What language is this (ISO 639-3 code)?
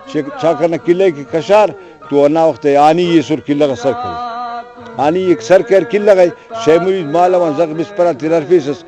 brh